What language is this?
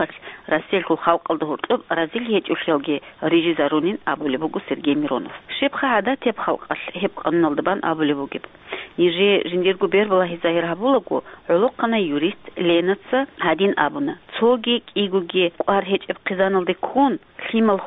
Avaric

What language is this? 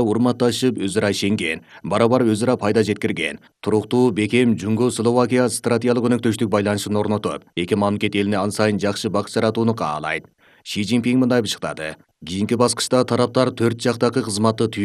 Kyrgyz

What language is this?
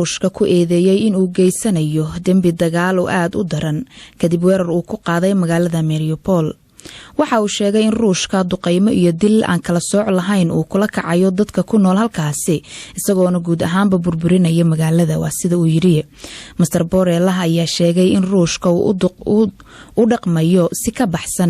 Somali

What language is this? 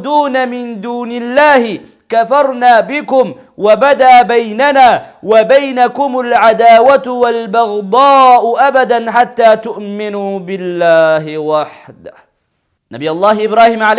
Oromo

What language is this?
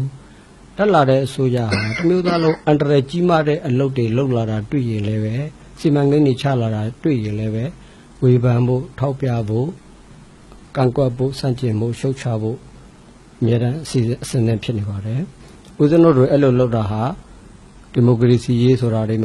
Burmese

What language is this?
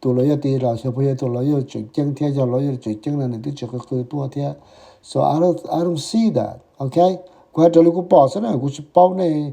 Hmong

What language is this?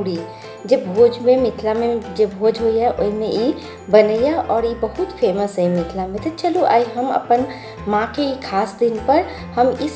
Maithili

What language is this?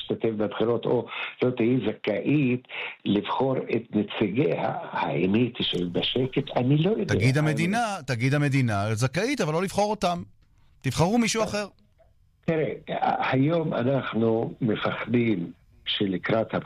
Hebrew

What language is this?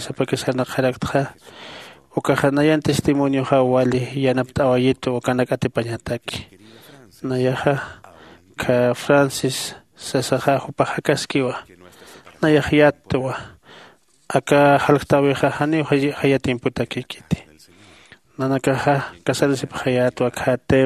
Aymara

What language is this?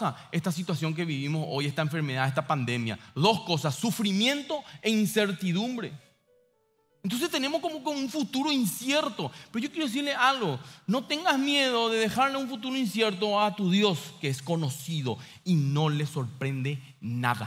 Spanish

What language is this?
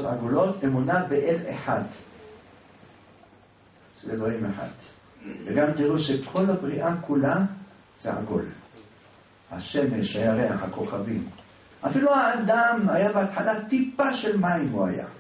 Hebrew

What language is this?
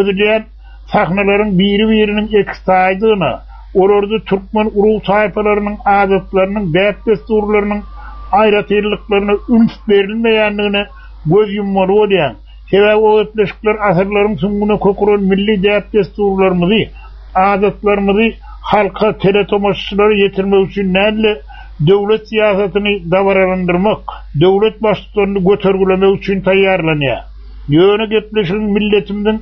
Turkmen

